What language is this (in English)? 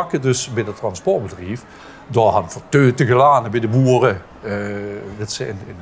Limburgish